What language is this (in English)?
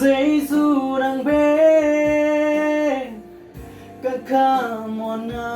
Tedim Chin